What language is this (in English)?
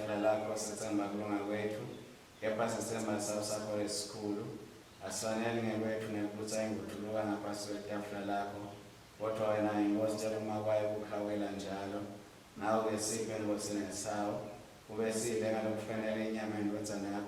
Swati